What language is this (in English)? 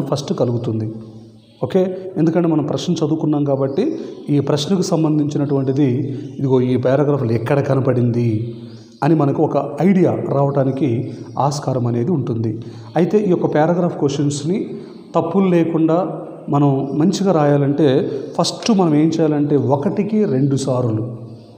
Telugu